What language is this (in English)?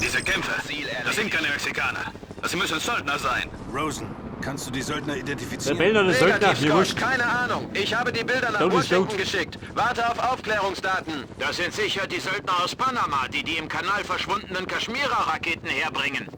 Bavarian